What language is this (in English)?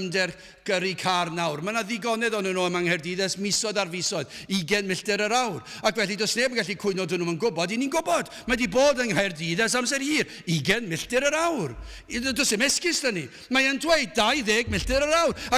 Welsh